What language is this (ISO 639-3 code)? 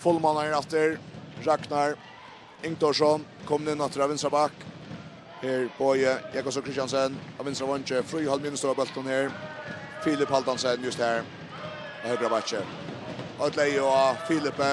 fao